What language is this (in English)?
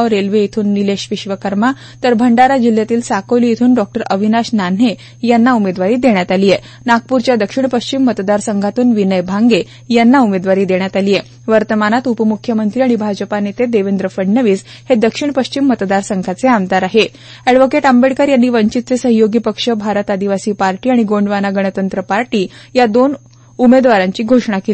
Marathi